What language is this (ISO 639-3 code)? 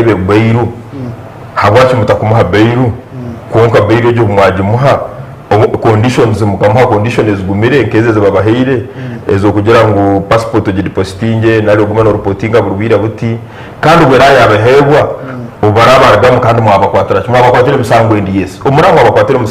nyn